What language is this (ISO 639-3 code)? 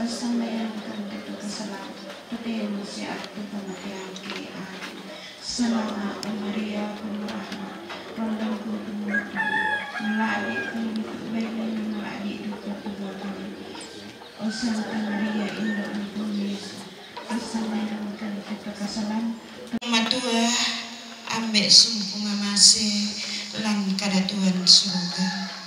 sda